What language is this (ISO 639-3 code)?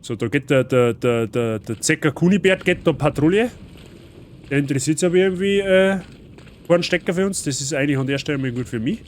bar